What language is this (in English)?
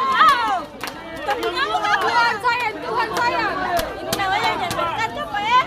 Ambonese Malay